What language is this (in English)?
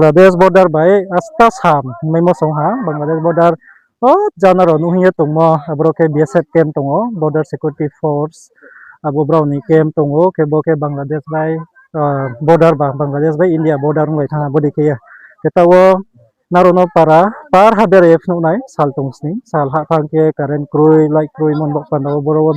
Riang (India)